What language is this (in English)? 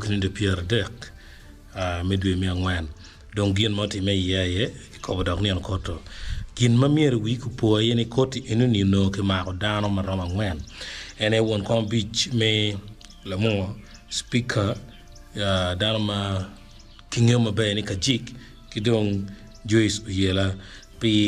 Acoli